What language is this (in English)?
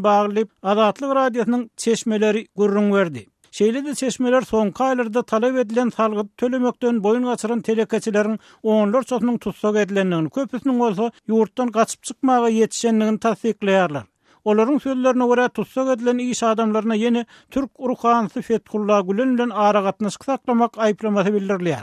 Turkmen